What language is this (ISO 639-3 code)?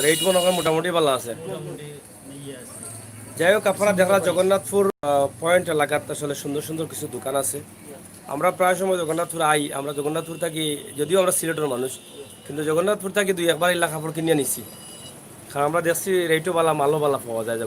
syl